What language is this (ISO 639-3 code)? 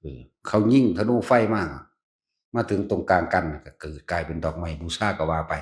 tts